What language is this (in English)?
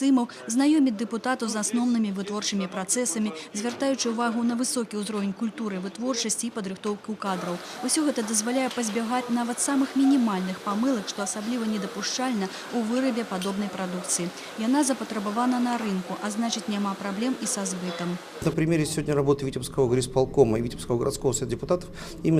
Belarusian